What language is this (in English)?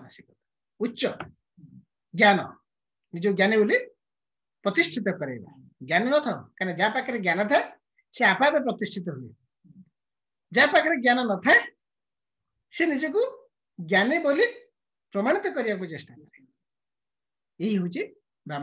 Odia